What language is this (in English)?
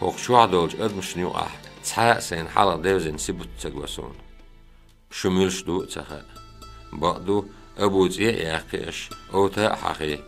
Chechen